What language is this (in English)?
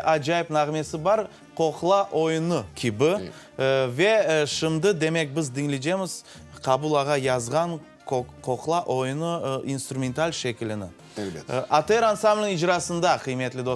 Crimean Tatar